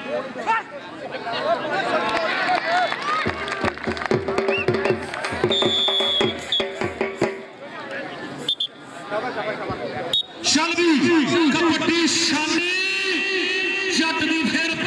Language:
Punjabi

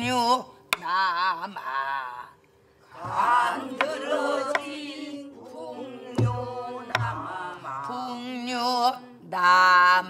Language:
Korean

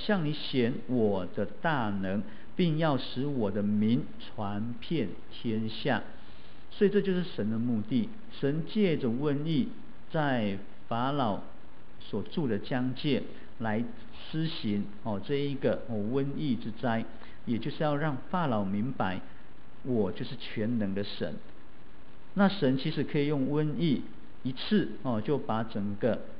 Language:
Chinese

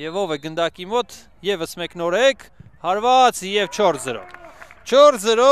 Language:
Armenian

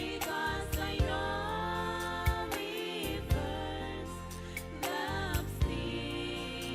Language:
Gilbertese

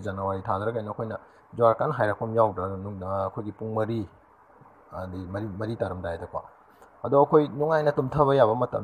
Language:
Manipuri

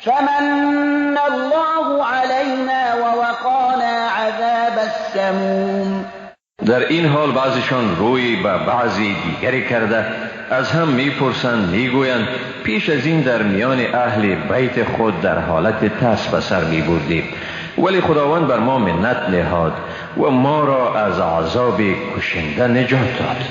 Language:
Persian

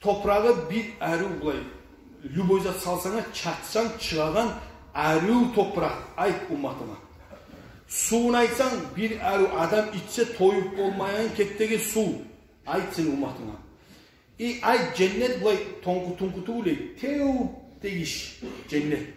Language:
Kumyk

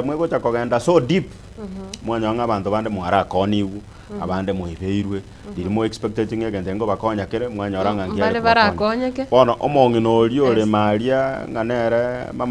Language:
Gusii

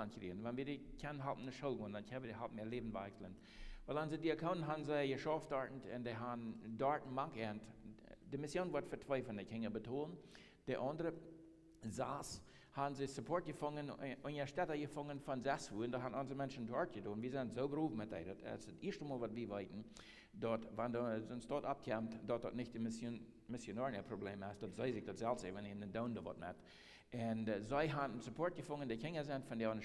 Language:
Plautdietsch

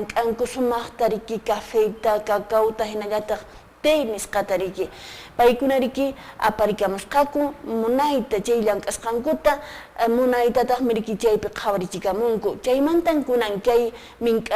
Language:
Quechua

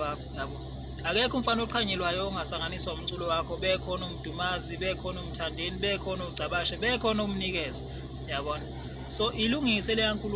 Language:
Zulu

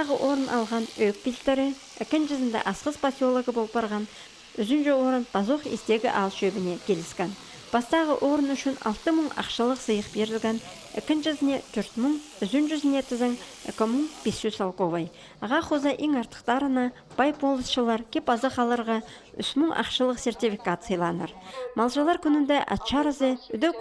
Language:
Khakas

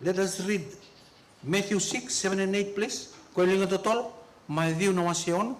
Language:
Fijian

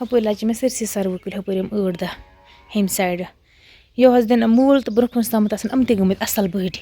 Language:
Kashmiri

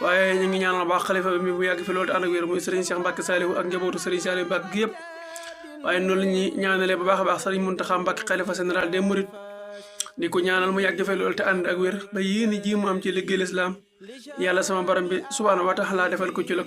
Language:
Wolof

